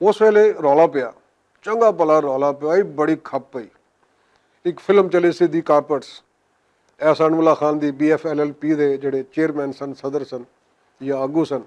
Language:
Western Panjabi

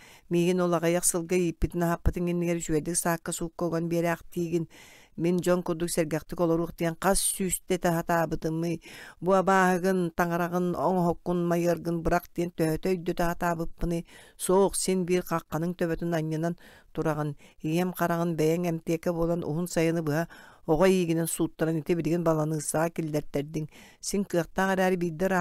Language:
Yakut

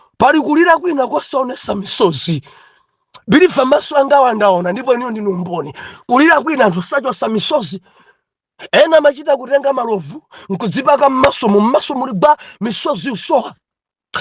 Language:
Nyanja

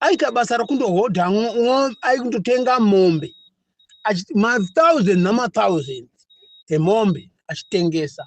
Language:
Shona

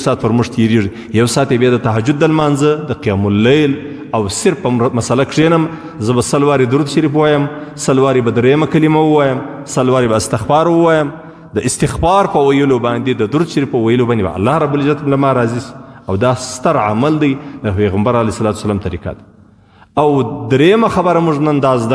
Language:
Pashto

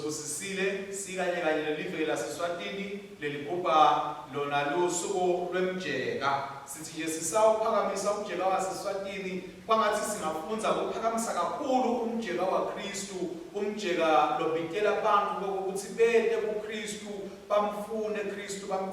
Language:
Swati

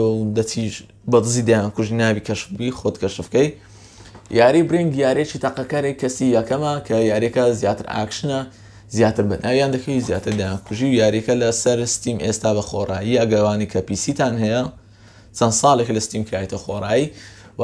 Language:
Central Kurdish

